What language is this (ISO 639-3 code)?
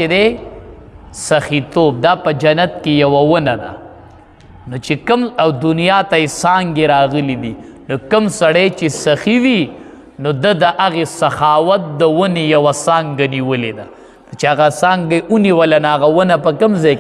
pus